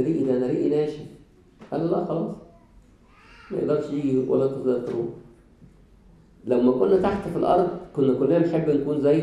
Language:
Egyptian Arabic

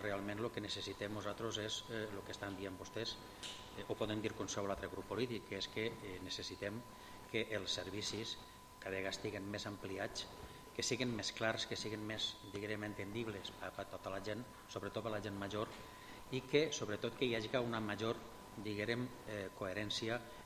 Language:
Catalan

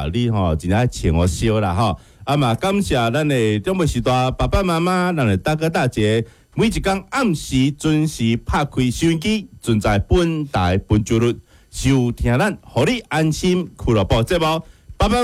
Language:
Min Nan Chinese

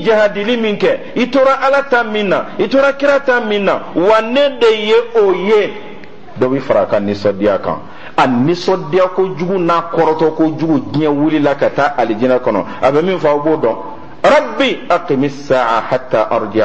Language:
Bambara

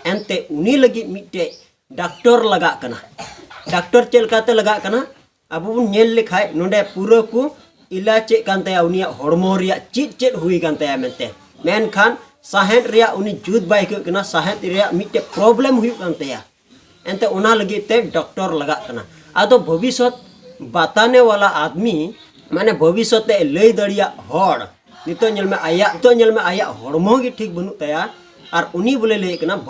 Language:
Santali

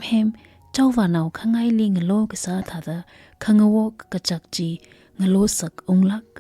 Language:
Tangkhul Naga (India)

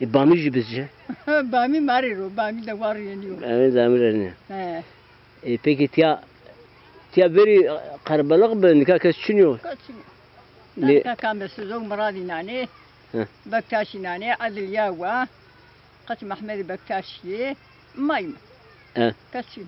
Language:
Zaza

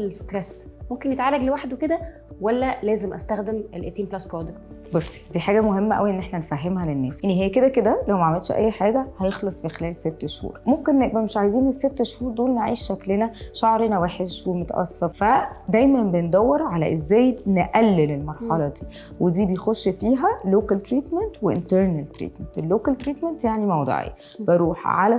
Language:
Egyptian Arabic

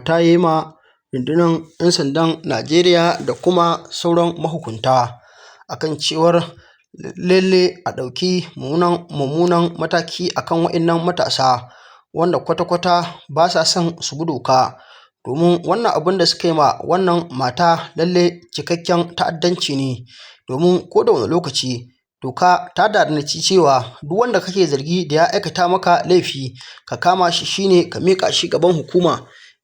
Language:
Hausa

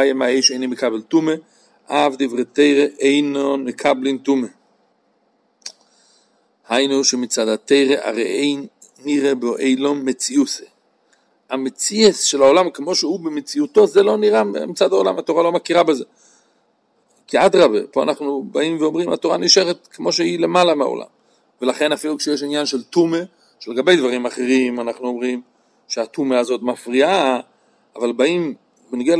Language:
Hebrew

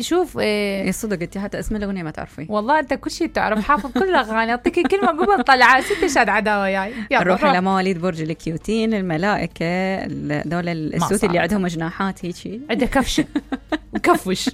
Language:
Mesopotamian Arabic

